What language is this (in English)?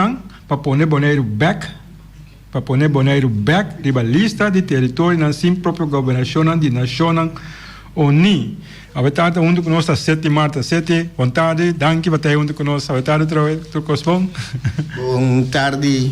Papiamento